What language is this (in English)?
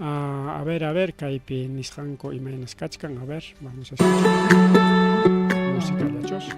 Ayacucho Quechua